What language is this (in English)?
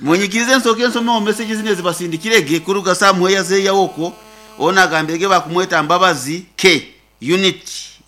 Nyankole